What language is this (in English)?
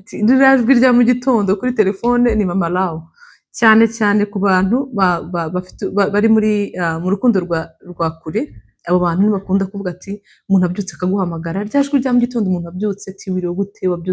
Kinyarwanda